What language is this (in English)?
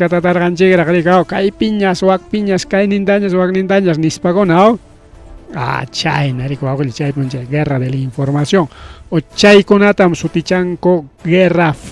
Ayacucho Quechua